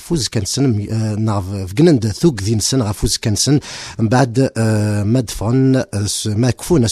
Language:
Kabyle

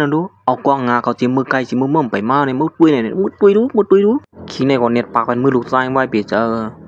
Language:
Shan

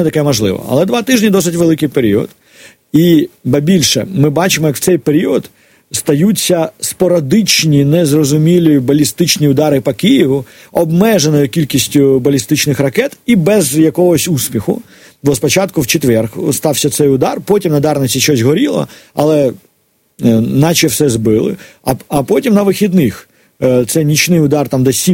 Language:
Ukrainian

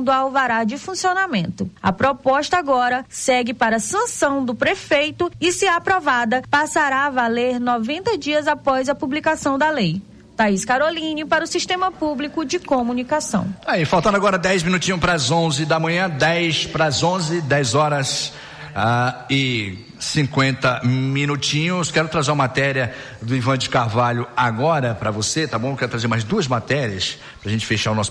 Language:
Portuguese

